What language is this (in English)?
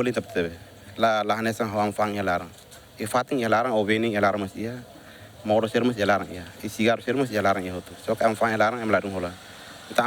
Tetum